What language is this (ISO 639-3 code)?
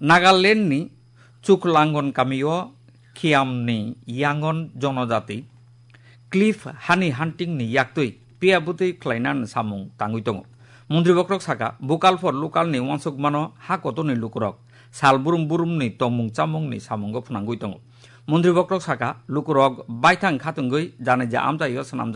trp